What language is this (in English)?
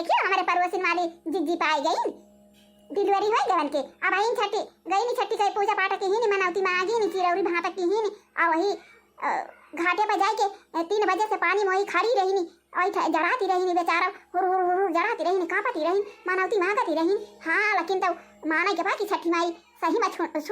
Awadhi